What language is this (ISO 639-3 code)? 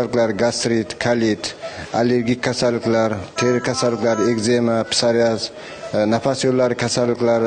uzb